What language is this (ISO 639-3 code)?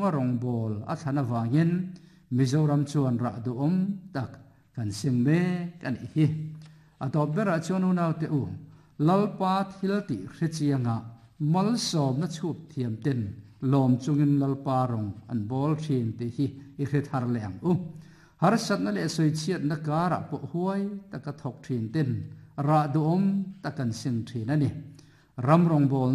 lus